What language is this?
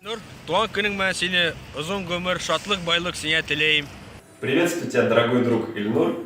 Bashkir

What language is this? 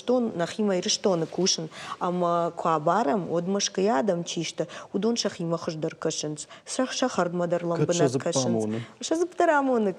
Ossetic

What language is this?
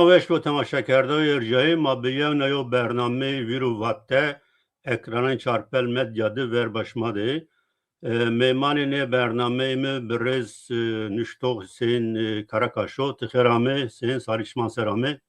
Zaza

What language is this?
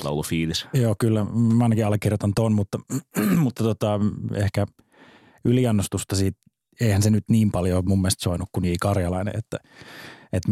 Finnish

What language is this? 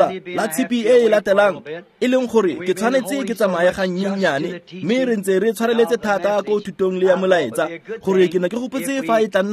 Tswana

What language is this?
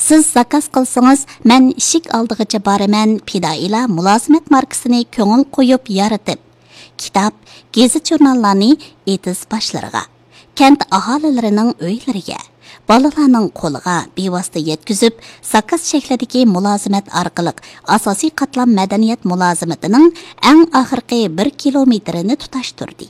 Uyghur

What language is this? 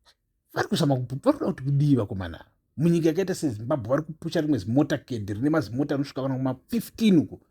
Shona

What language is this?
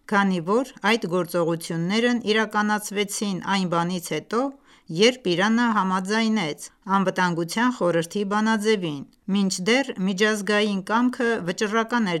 Armenian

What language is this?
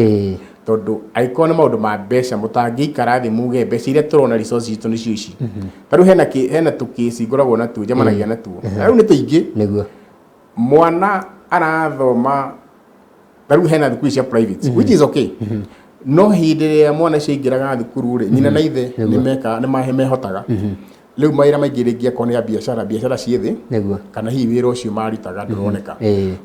Kikuyu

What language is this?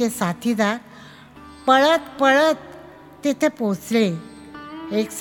Marathi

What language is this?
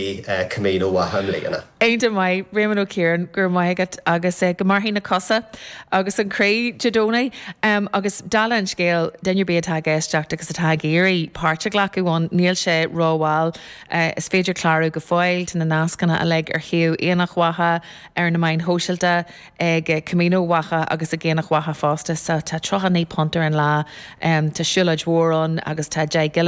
Irish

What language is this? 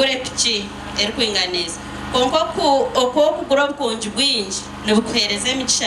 Nyankole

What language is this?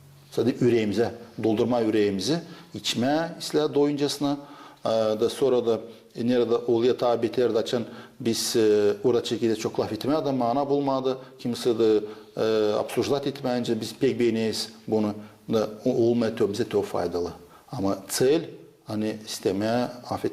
Gagauz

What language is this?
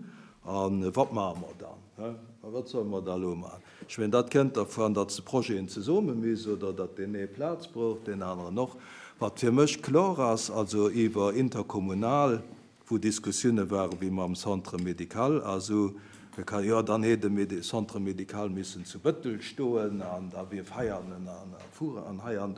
Luxembourgish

